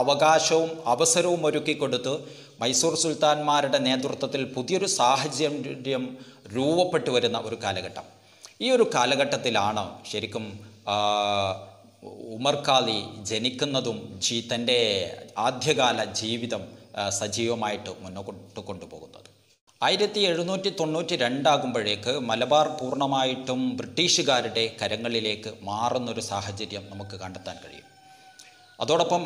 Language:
Malayalam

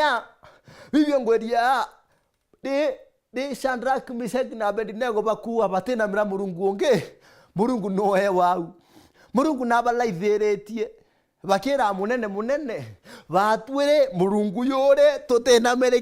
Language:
Meru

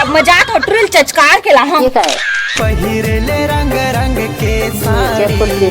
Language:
Chhattisgarhi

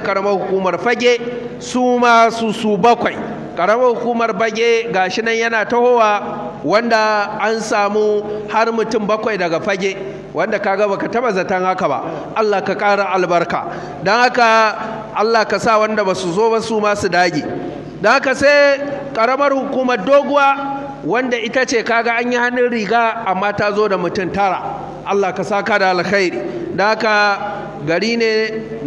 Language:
Hausa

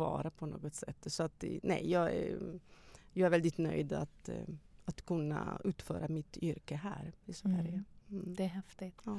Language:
Swedish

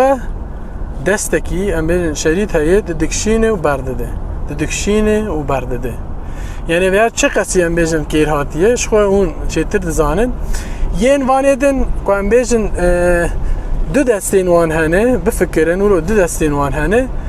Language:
Kurdish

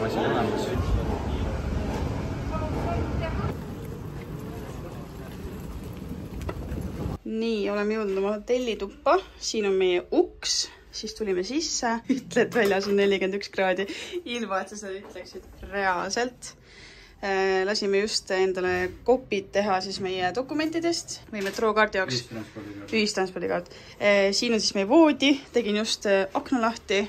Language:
Estonian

